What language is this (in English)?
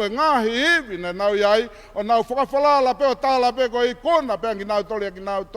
Tongan